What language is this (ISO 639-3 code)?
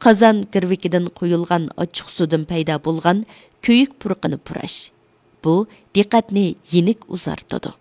uig